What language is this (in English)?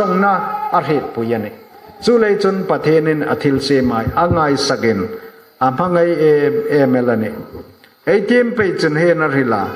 Hmar